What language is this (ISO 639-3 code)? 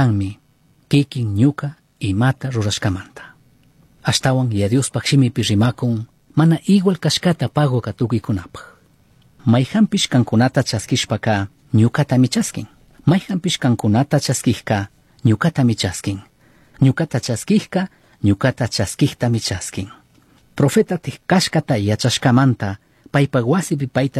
qug